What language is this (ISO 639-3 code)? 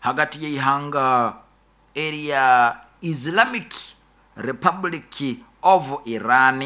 nyo